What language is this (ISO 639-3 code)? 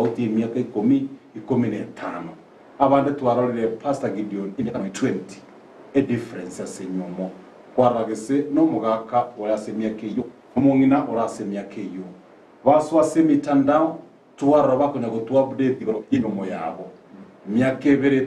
guz